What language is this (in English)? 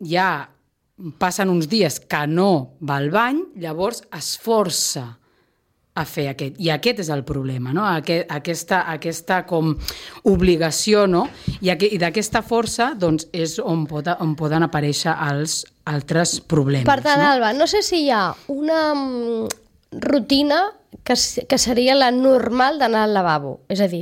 Catalan